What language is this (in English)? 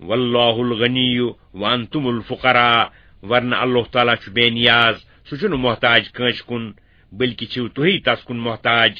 Kashmiri